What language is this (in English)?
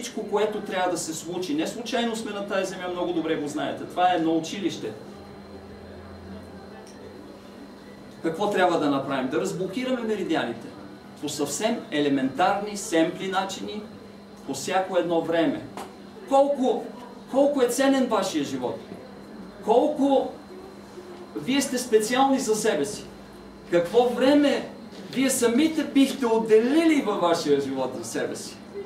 Bulgarian